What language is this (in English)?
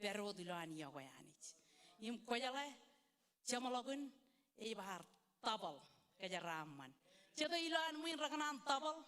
Marshallese